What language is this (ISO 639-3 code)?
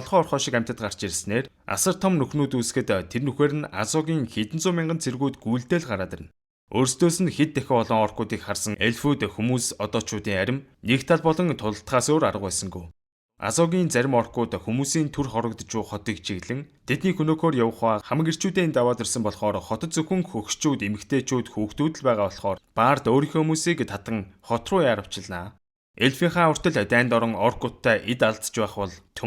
mon